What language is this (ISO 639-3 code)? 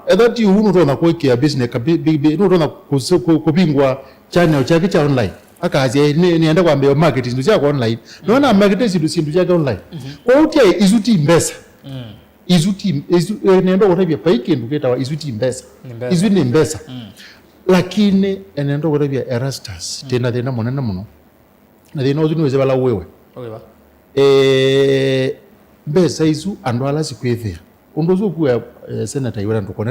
kam